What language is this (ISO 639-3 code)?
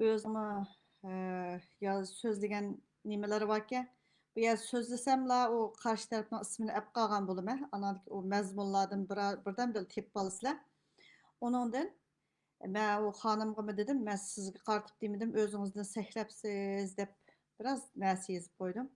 uig